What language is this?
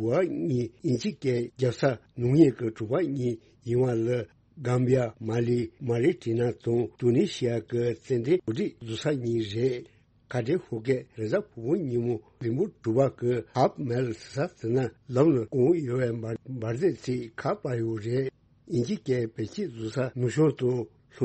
Tibetan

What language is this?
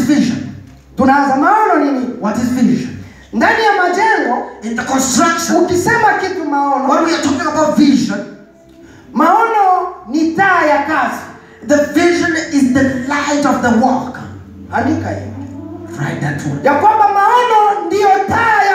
Swahili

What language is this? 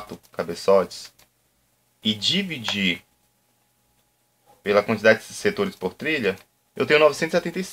Portuguese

